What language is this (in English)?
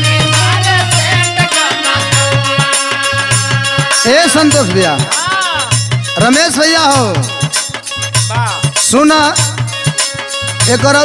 Bhojpuri